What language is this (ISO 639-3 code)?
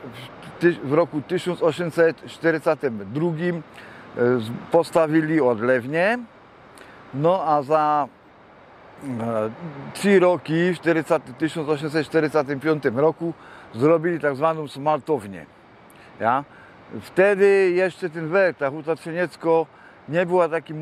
szl